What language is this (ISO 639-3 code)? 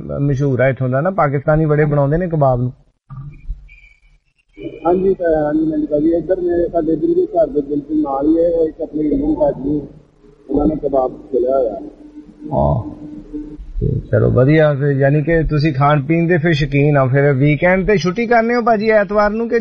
pan